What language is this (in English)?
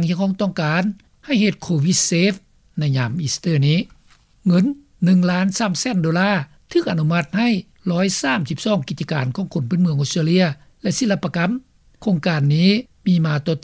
Lao